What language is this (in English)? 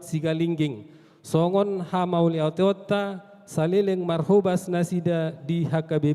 Batak Toba